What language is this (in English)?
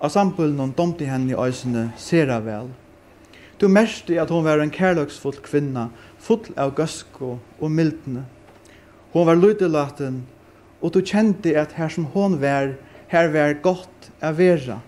Faroese